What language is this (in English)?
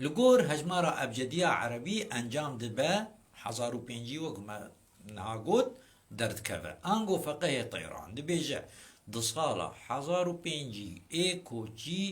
Kurdish